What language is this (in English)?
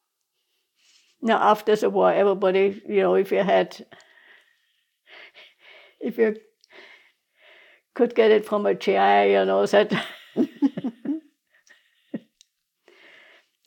English